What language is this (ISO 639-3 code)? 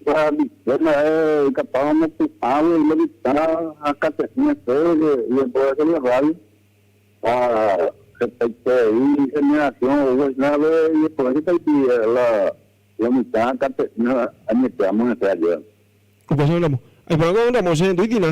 grn